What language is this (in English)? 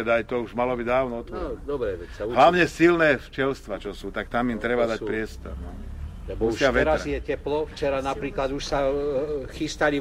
Slovak